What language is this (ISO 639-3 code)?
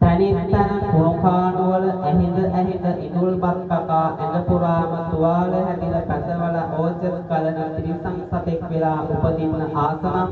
sin